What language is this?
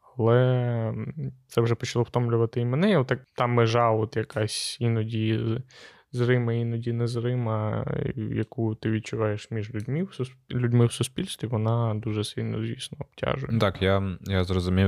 Ukrainian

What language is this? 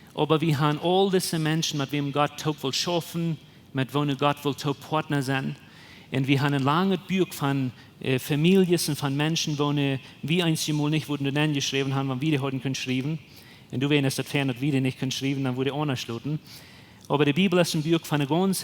Plautdietsch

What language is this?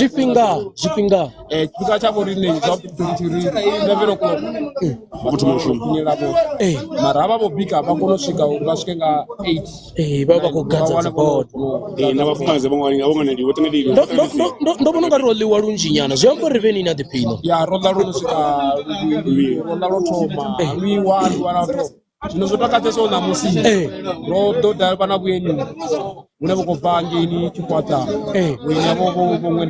Venda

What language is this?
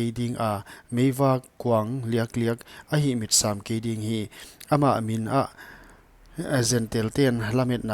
Paite Chin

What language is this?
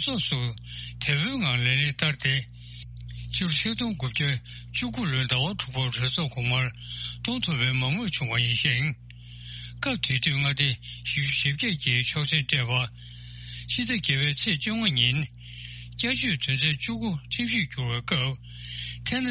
Tibetan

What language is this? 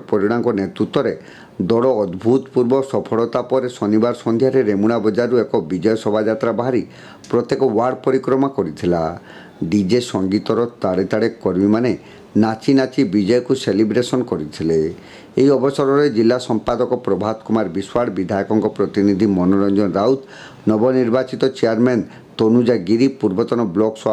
Odia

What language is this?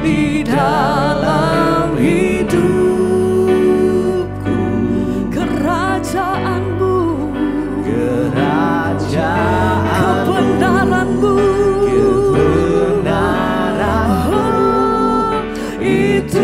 Indonesian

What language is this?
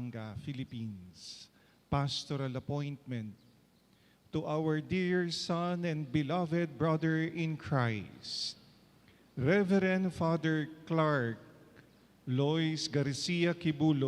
Pampanga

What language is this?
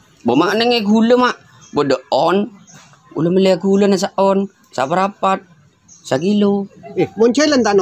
Madurese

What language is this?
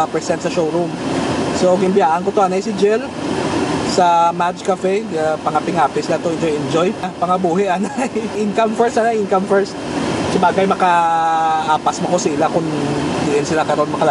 Hiligaynon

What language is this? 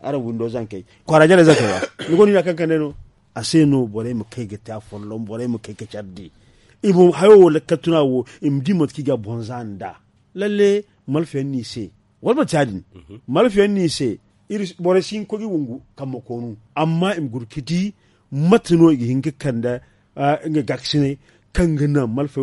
Zarma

